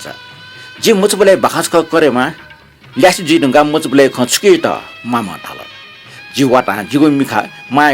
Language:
Newari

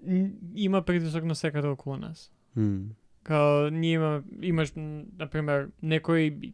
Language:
Macedonian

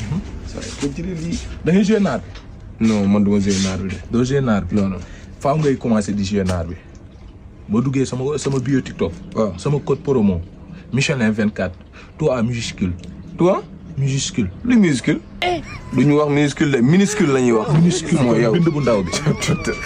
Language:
Wolof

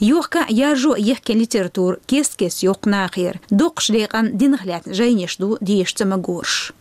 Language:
Chechen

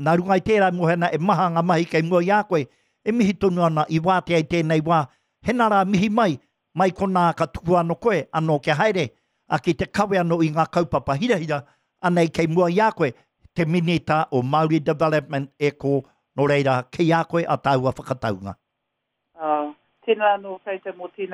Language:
Māori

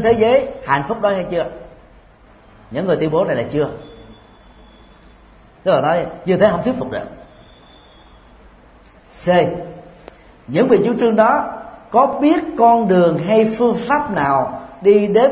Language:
Vietnamese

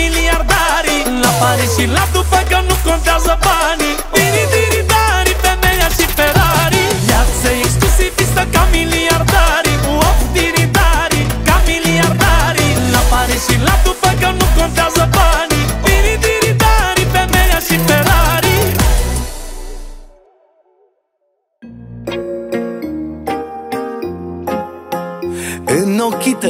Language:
Romanian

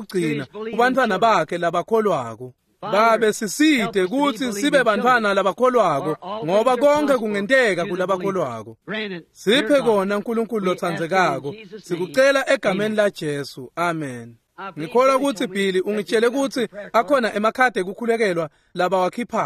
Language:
Swati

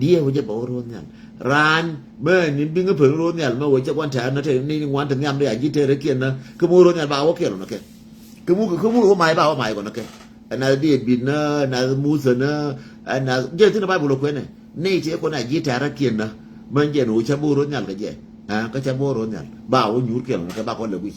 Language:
Nuer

